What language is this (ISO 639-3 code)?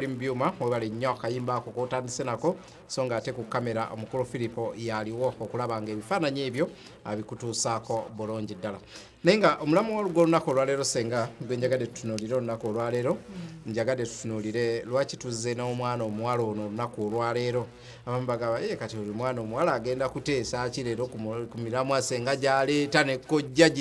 lug